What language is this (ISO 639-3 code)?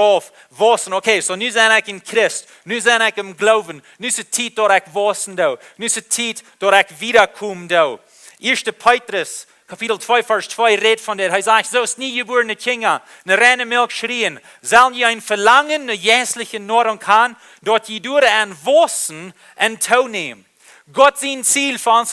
pdt